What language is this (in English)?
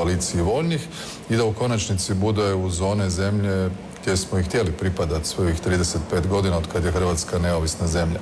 Croatian